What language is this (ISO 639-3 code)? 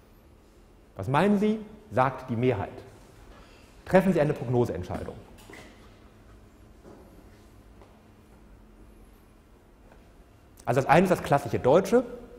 deu